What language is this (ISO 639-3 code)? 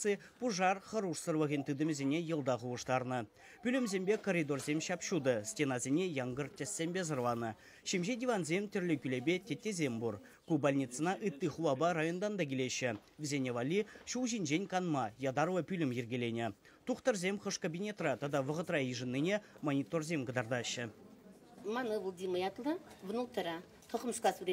chv